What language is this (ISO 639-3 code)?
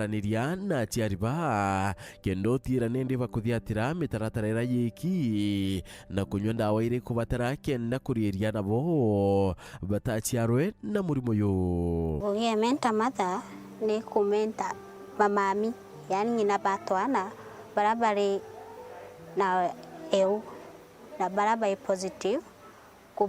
mer